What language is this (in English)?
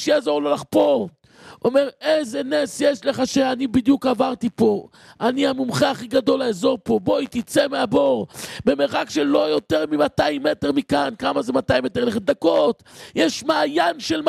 Hebrew